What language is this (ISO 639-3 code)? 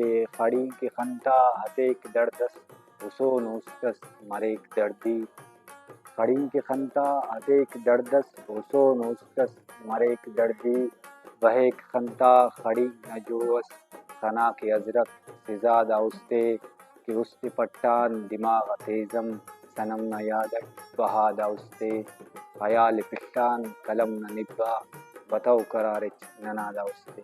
brh